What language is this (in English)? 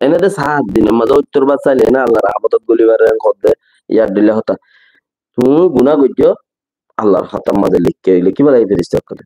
Rohingya